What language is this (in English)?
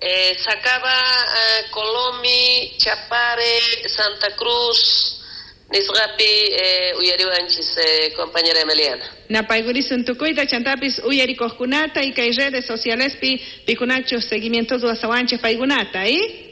South Bolivian Quechua